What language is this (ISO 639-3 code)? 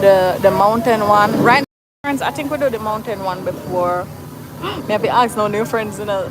jam